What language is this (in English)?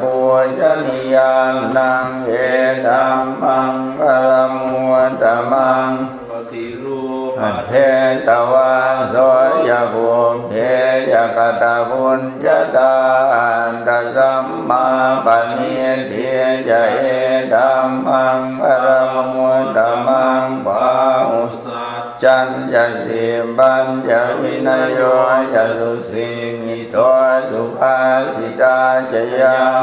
Pali